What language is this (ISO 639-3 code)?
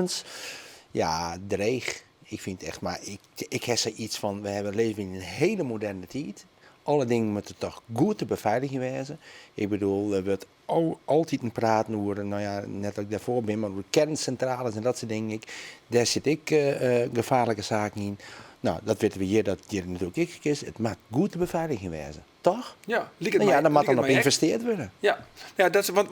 fry